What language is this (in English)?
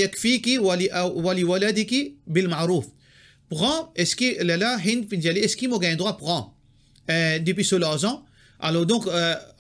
Morisyen